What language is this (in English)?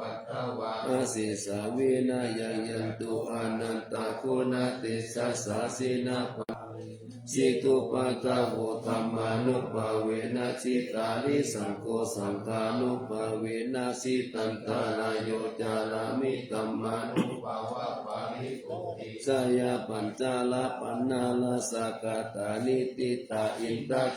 Pali